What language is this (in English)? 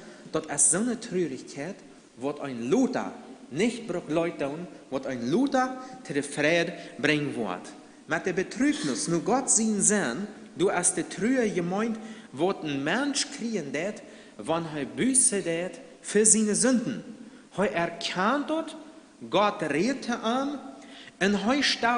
Plautdietsch